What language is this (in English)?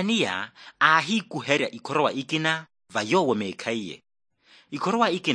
Makhuwa